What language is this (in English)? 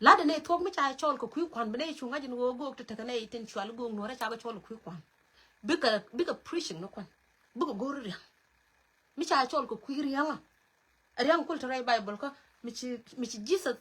Nuer